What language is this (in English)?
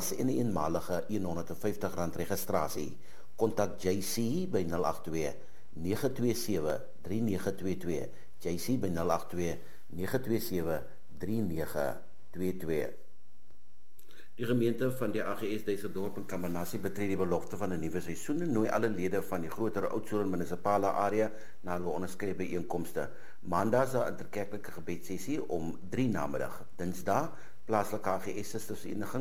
Afrikaans